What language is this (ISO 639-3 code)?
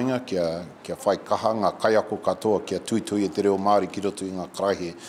mri